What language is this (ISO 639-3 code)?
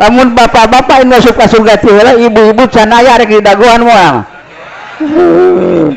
sun